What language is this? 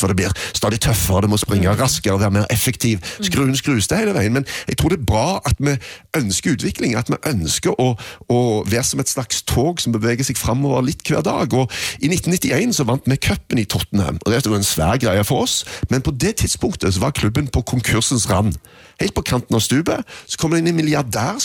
Norwegian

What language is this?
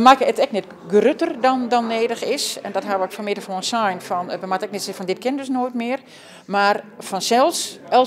Western Frisian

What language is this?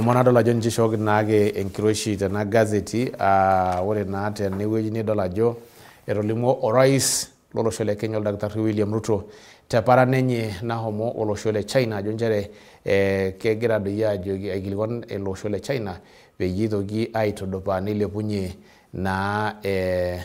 Masai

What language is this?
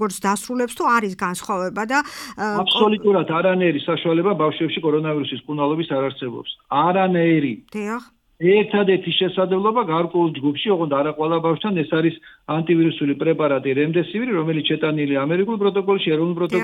Georgian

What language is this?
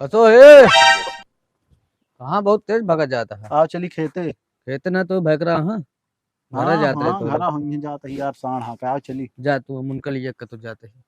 Awadhi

